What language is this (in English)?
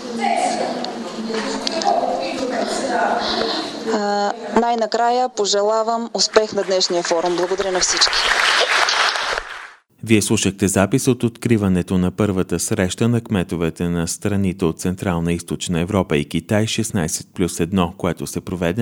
Bulgarian